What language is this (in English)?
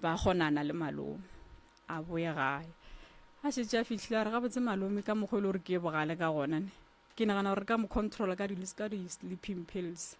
Northern Sotho